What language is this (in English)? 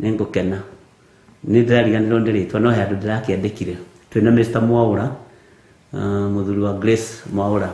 Kikuyu